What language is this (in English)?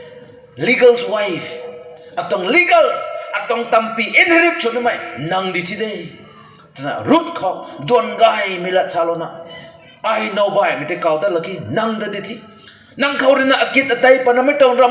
Rongmei Naga